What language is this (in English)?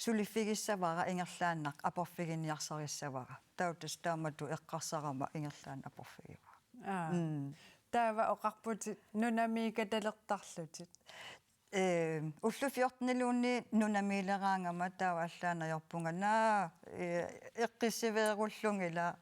Kalaallisut